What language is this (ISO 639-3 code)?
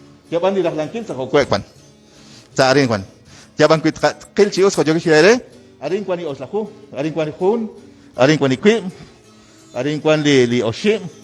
kek